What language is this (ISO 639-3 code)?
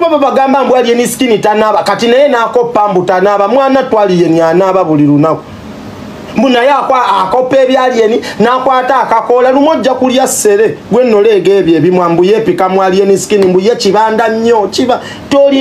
lug